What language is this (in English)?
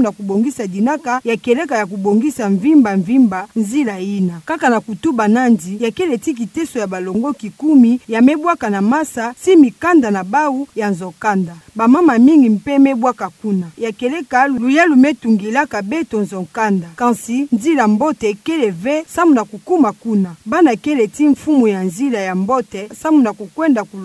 Kituba (Democratic Republic of Congo)